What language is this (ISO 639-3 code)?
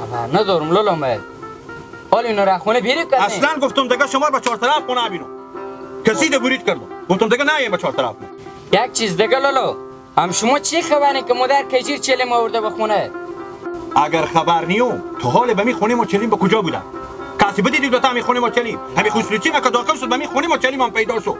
haz